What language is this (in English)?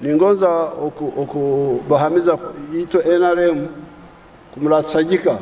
Nyankole